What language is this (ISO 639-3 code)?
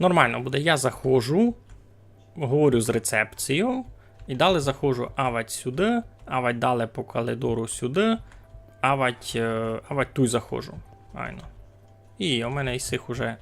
rue